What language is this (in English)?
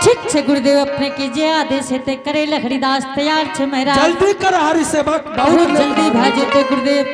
Angika